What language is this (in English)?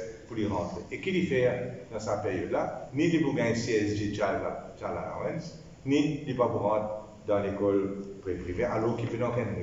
Morisyen